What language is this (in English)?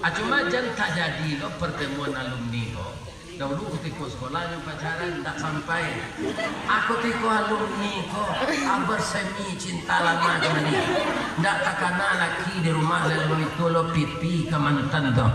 Minangkabau